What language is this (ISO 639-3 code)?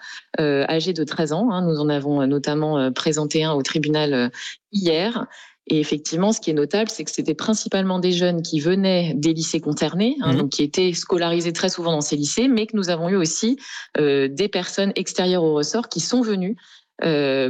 fra